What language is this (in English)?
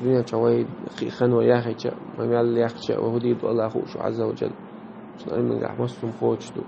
Chechen